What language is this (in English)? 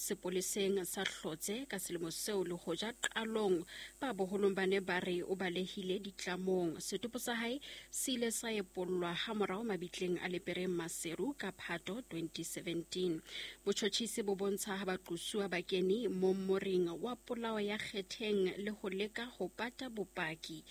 Southern Sotho